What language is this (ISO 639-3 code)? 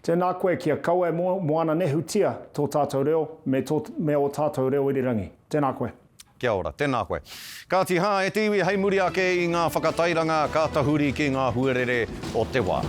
mri